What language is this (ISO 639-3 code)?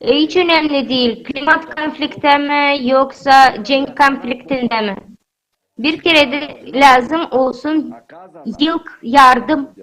gag